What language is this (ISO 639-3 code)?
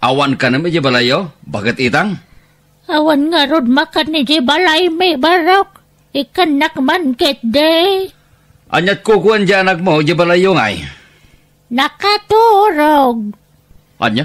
ilo